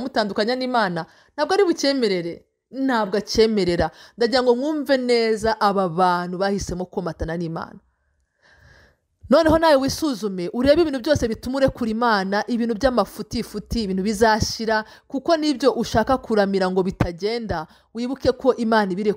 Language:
Kinyarwanda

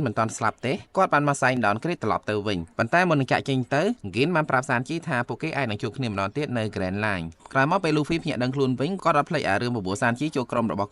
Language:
Khmer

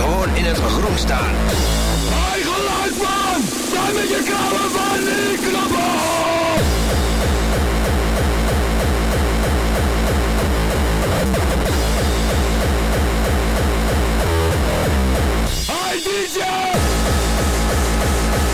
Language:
Dutch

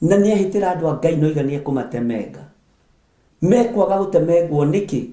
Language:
Kikuyu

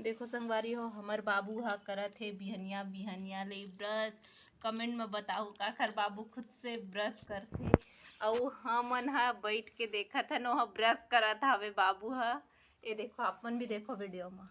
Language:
Chhattisgarhi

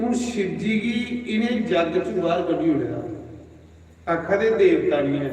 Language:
Dogri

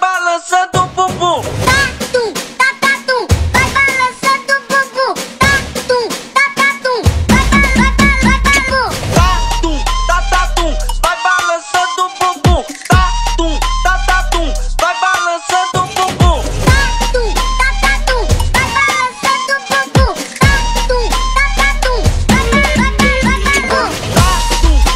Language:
Portuguese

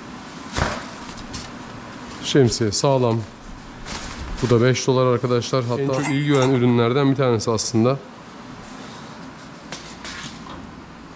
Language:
Turkish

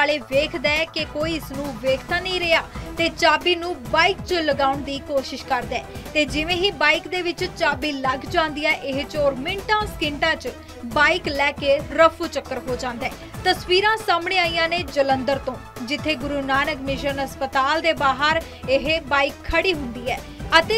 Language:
Punjabi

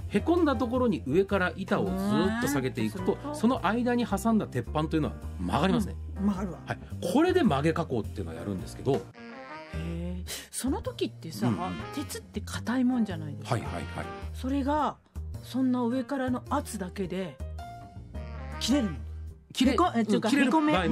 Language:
Japanese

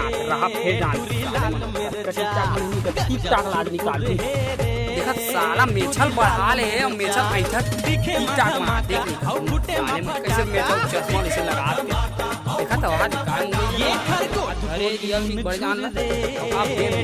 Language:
Chhattisgarhi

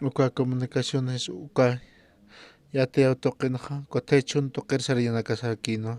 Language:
Aymara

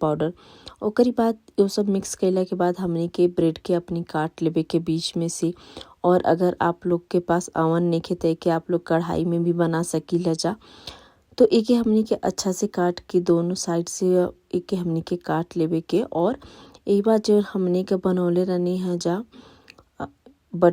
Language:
Bhojpuri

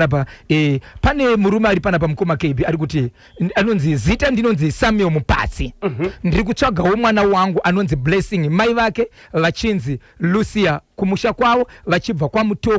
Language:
Shona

